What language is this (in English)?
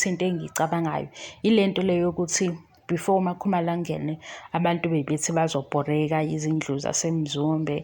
Zulu